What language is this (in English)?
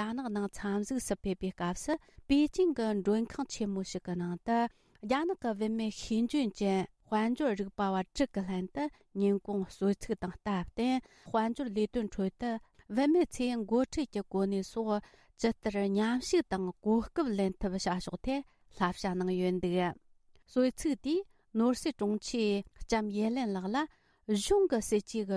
Tibetan